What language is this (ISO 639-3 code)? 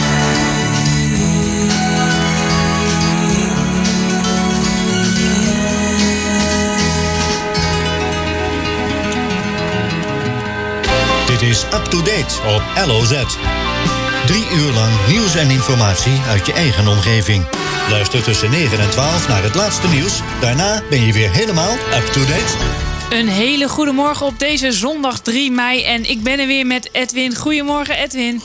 nld